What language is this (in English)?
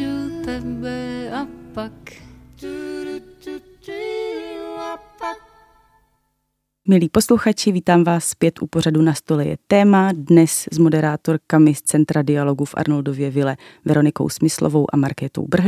Czech